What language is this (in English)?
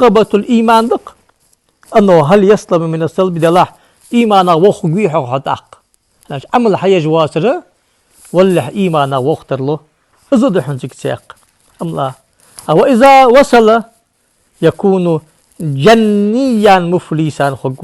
Ingush